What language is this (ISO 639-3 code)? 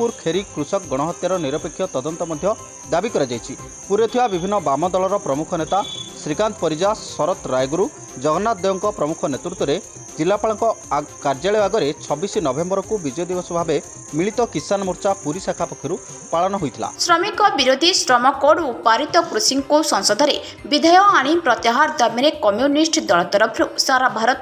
ori